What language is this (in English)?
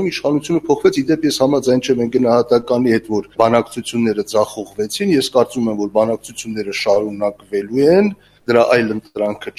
Armenian